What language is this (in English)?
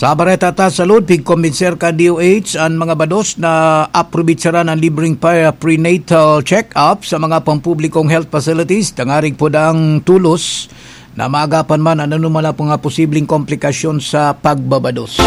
Bikol